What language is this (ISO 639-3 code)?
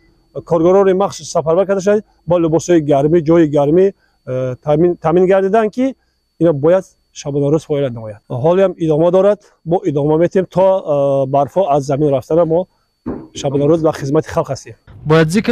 tgk